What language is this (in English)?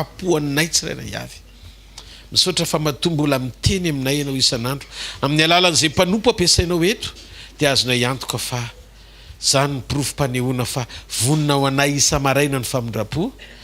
Malagasy